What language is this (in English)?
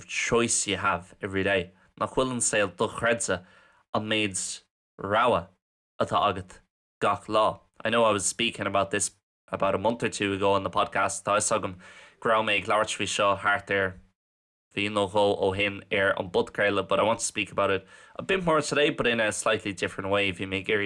Irish